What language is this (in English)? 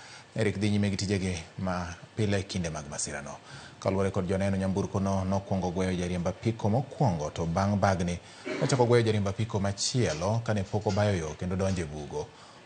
Luo (Kenya and Tanzania)